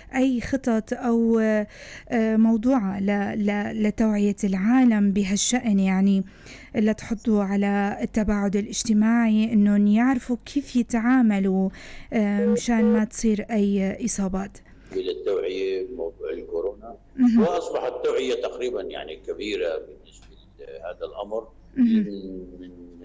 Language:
North Levantine Arabic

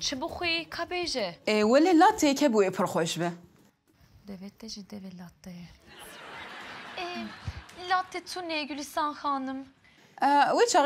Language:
Kurdish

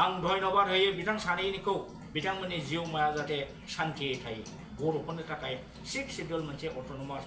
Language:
Bodo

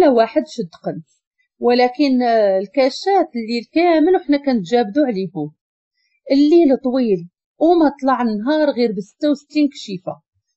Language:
Moroccan Arabic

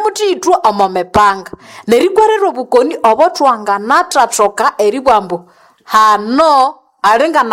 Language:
Nande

